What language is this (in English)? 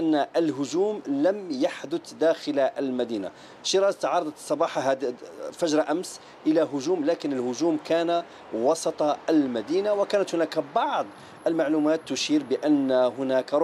Arabic